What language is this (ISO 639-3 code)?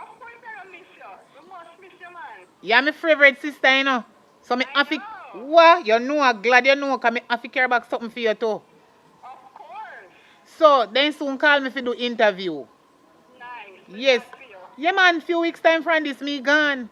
jam